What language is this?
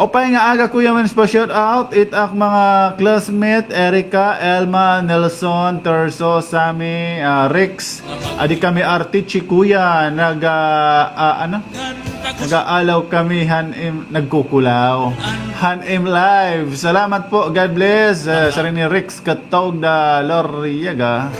Waray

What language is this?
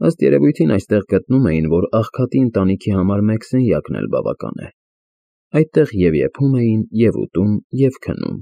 Armenian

